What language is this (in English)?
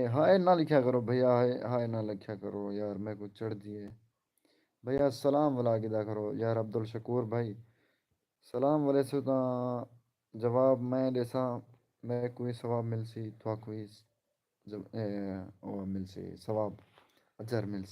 Saraiki